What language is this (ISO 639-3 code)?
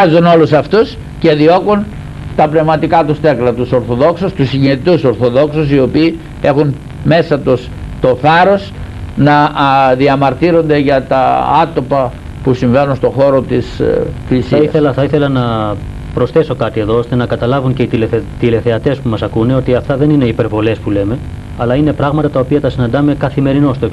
ell